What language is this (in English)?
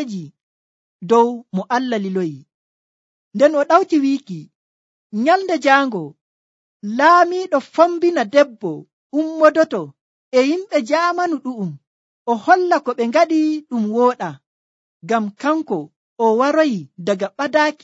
Nigerian Fulfulde